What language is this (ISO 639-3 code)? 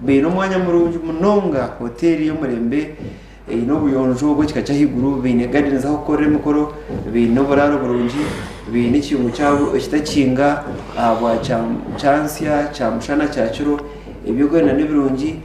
nyn